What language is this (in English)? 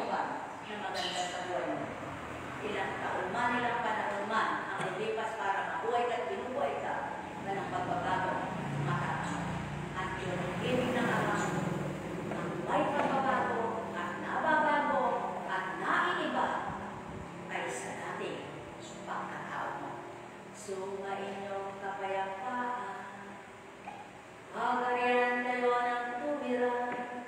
Filipino